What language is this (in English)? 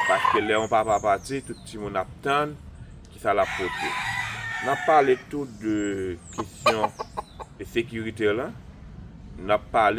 Haitian Creole